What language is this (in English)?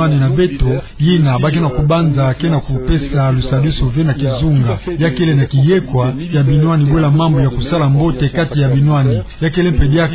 Kituba (Democratic Republic of Congo)